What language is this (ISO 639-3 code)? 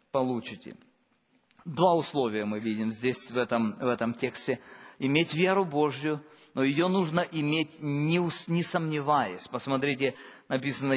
rus